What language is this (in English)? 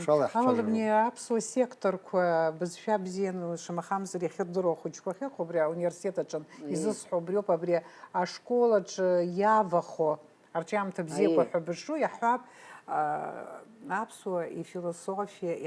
Abkhazian